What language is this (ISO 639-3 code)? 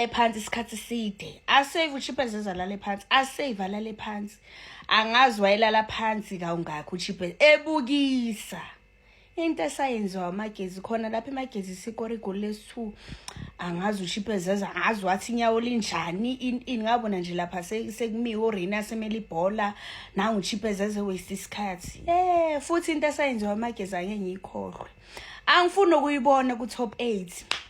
zul